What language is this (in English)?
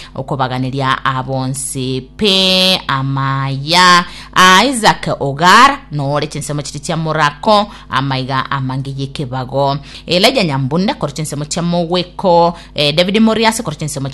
Gusii